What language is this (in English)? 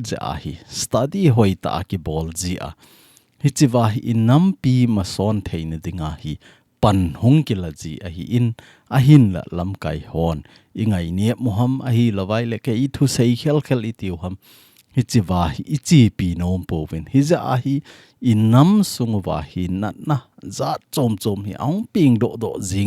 Thado Chin